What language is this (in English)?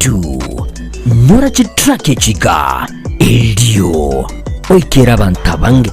Gusii